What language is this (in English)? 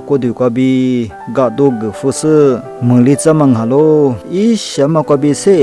Lisu